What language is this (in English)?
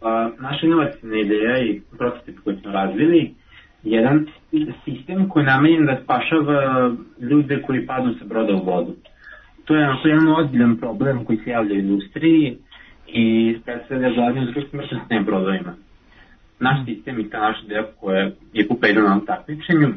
Serbian